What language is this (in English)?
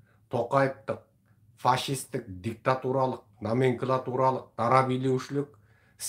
Kazakh